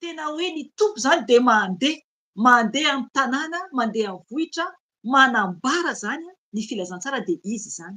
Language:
Malagasy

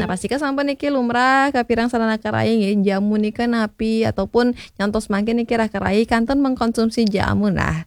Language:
Balinese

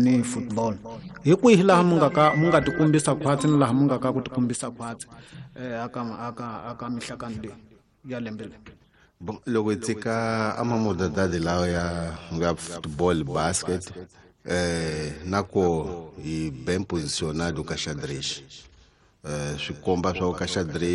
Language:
Tsonga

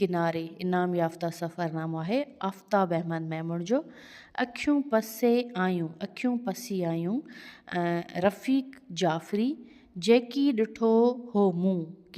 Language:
Sindhi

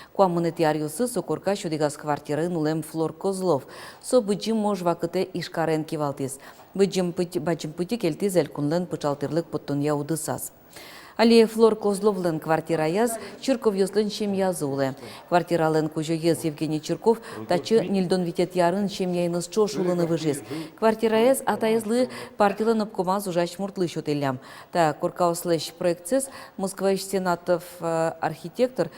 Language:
Udmurt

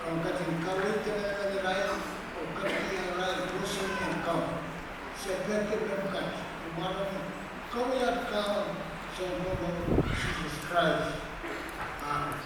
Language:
Pohnpeian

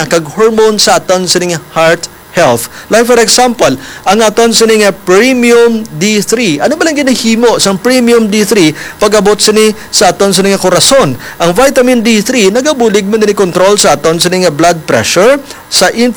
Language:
Hiligaynon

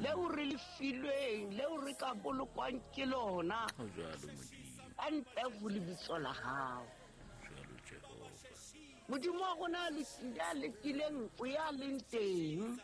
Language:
Southern Sotho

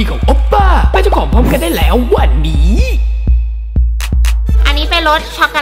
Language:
Thai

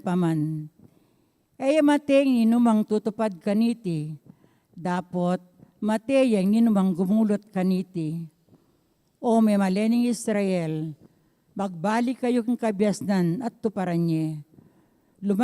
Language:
Pampanga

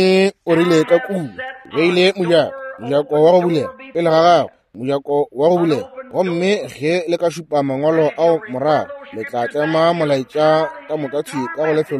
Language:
Northern Sotho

